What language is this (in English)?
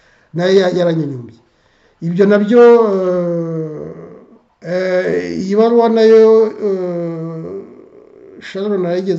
Kinyarwanda